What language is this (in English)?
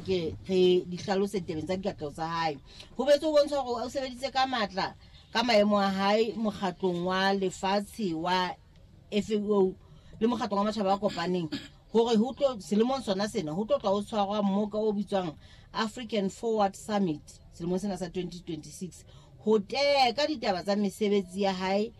Southern Sotho